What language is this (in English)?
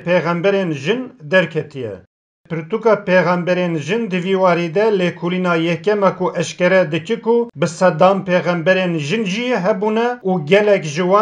Kurdish